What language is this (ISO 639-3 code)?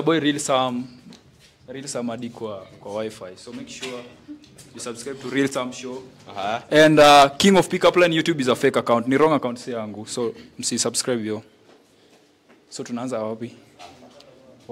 swa